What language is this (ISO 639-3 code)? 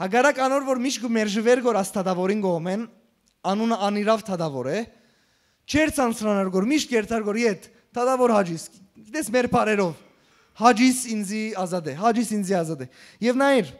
hyw